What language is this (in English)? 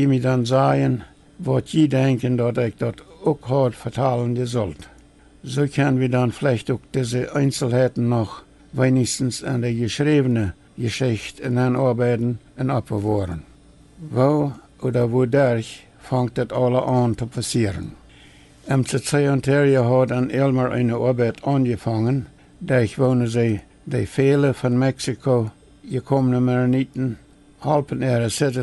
Plautdietsch